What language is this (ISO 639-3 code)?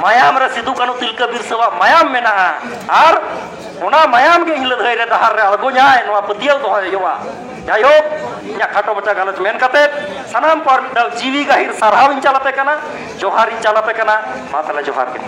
sat